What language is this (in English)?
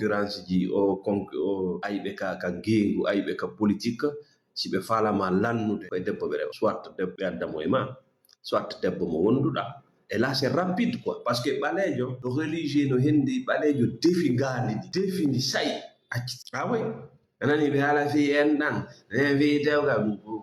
Fula